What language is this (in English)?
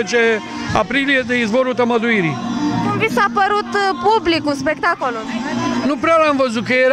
Romanian